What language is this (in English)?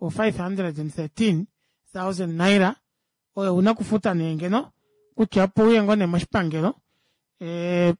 Kuanyama